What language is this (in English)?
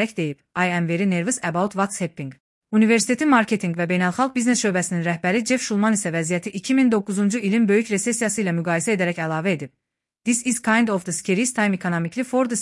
Azerbaijani